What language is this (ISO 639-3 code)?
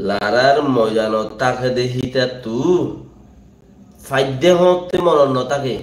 rhg